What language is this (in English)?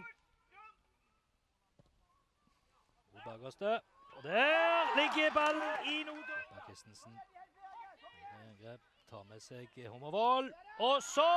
Norwegian